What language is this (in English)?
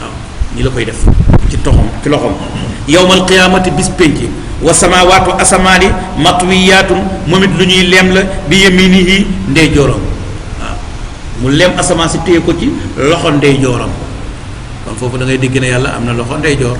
Wolof